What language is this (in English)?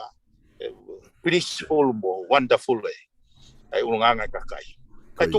Tongan